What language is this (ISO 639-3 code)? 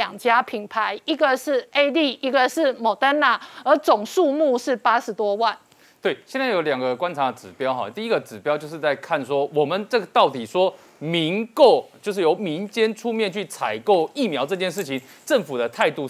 zho